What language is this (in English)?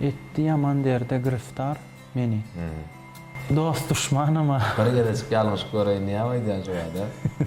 Turkmen